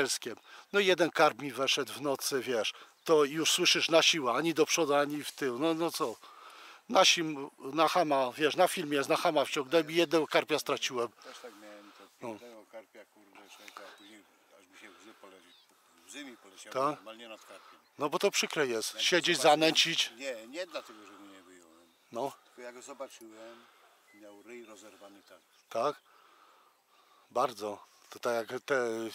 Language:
Polish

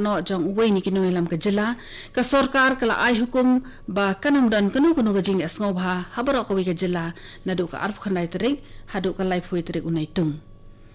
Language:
Khasi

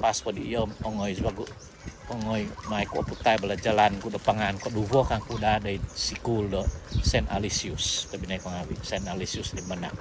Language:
Central Dusun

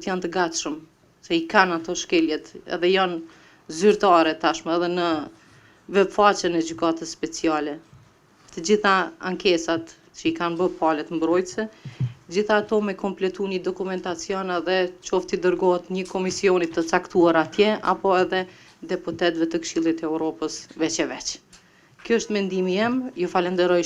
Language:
Albanian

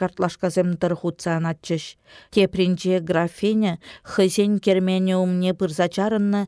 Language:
Chuvash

